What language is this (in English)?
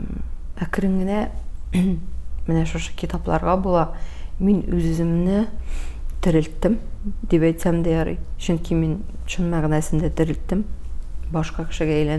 Tatar